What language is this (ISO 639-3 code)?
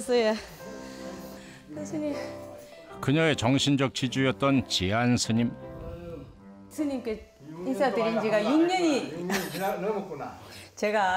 kor